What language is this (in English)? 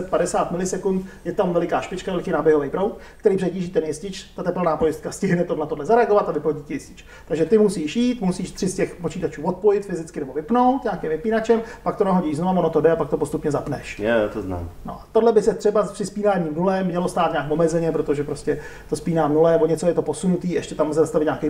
Czech